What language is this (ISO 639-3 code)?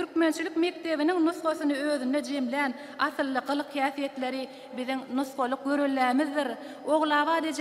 tuk